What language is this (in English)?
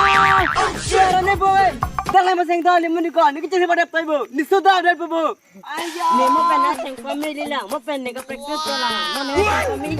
Karbi